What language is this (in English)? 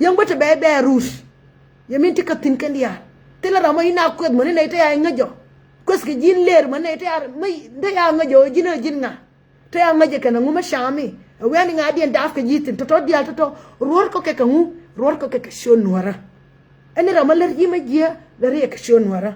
Nuer